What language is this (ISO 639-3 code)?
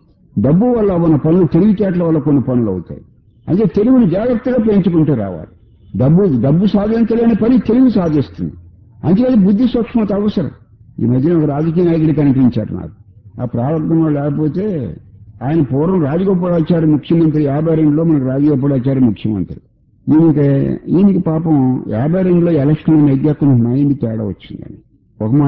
tel